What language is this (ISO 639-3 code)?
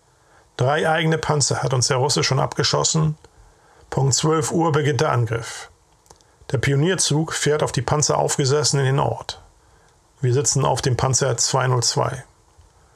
deu